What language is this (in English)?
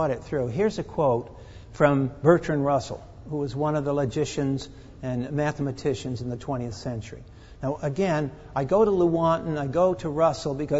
English